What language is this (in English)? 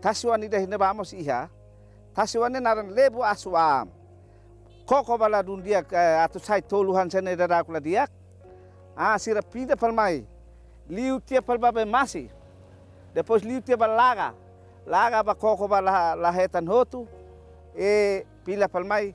Tetum